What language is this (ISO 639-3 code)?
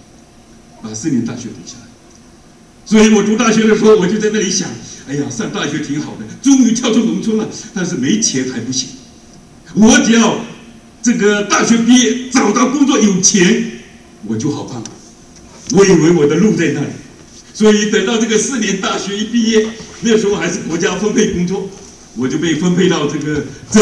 zho